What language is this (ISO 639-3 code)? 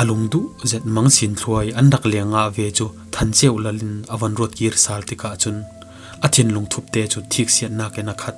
cfm